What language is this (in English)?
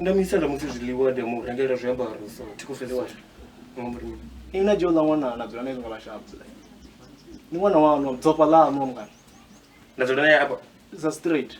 Venda